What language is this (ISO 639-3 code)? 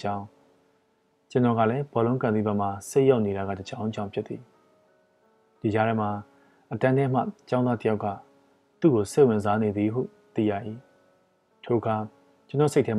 mya